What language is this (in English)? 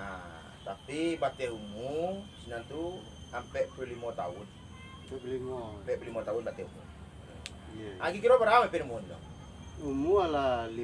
Minangkabau